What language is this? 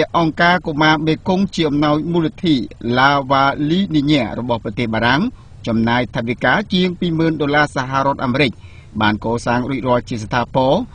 Khmer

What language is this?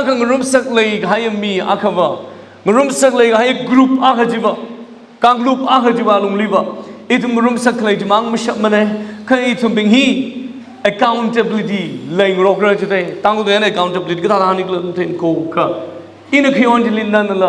Tangkhul Naga (India)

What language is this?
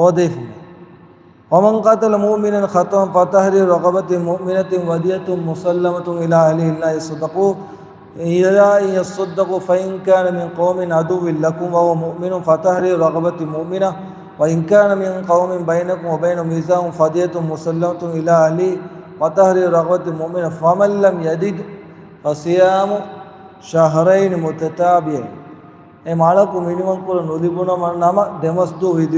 Divehi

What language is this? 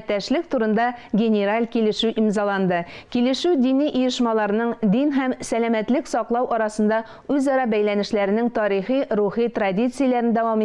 Tatar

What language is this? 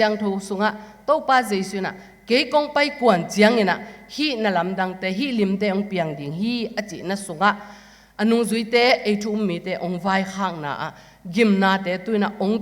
Tedim Chin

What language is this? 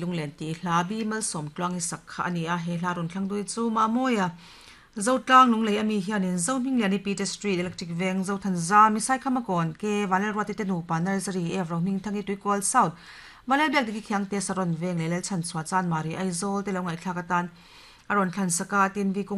Mizo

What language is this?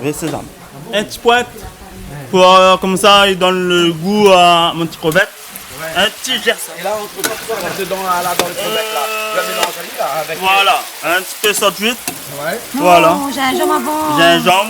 Réunion Creole French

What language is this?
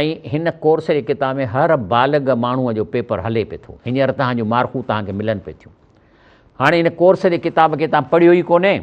Sindhi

